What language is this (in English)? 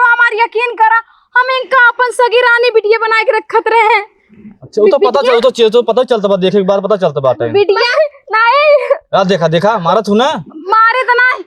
Awadhi